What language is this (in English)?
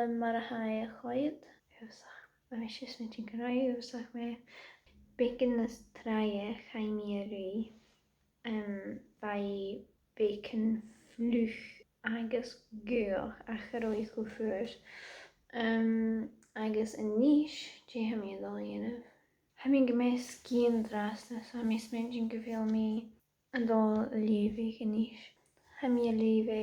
Scottish Gaelic